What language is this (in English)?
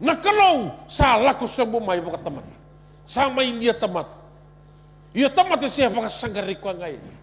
Fijian